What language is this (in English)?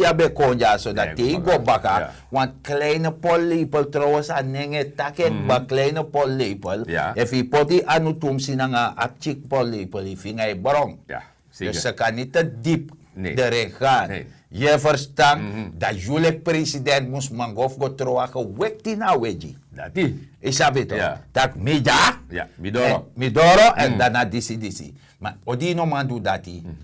Sranan Tongo